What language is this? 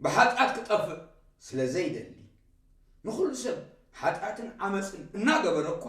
Tigrinya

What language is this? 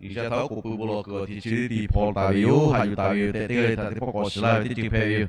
Lahu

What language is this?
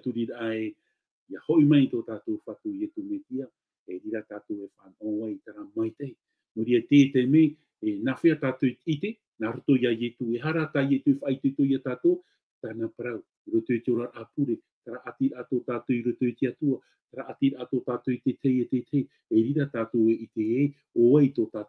Tahitian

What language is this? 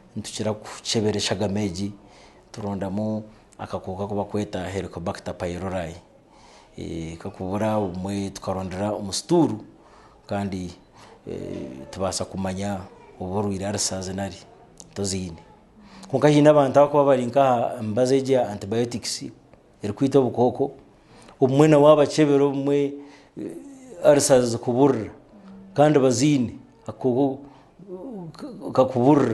Nyankole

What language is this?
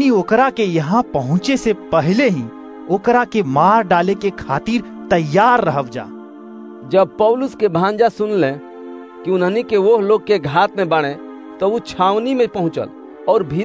Bhojpuri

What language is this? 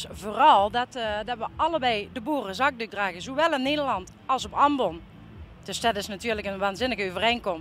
Limburgish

